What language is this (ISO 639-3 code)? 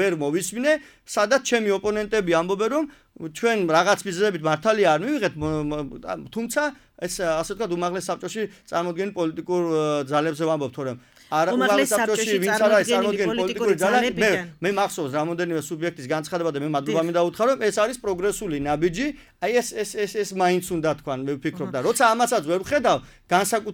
kat